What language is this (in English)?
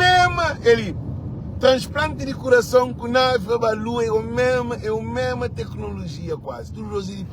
Kabuverdianu